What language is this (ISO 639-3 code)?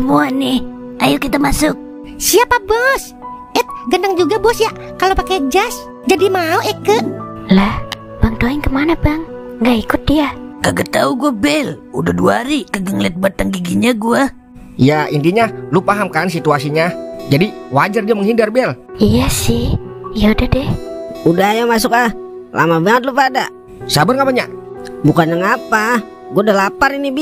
bew